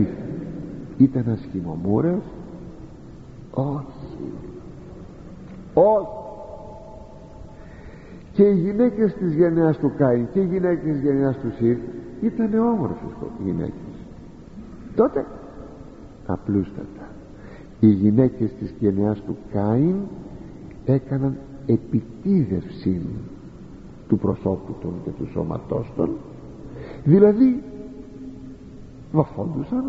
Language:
Greek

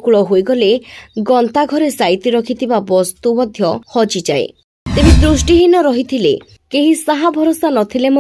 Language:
Odia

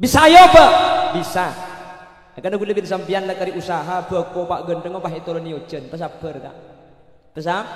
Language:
Madurese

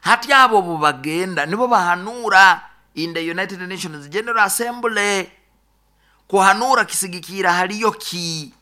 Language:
Nyoro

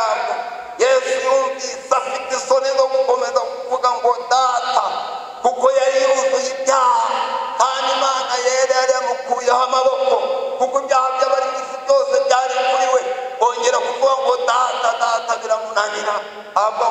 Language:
Kinyarwanda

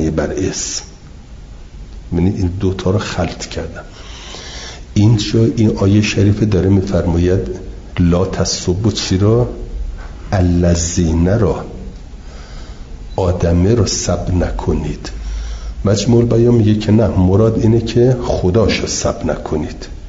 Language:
Persian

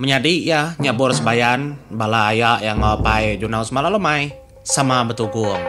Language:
Iban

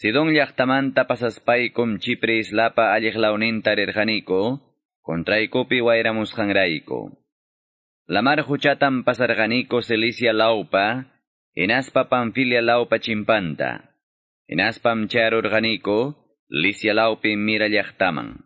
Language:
Quechua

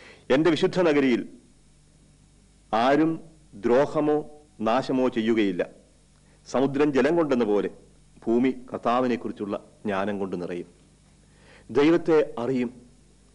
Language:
Malayalam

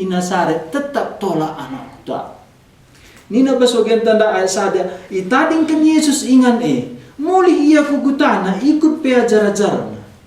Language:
Batak Karo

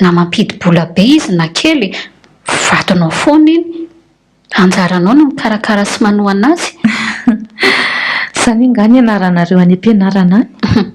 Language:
Malagasy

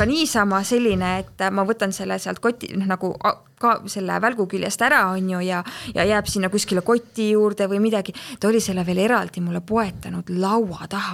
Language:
Estonian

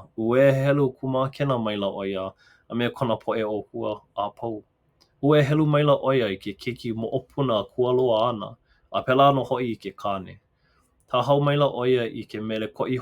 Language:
Hawaiian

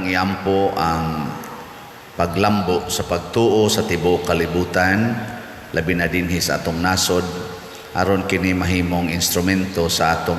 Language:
Cebuano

